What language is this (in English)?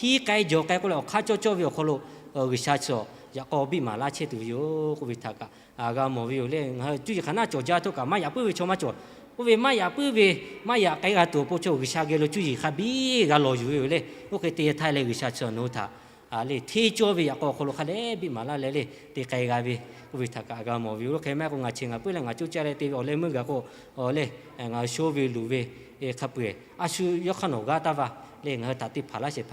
Lahu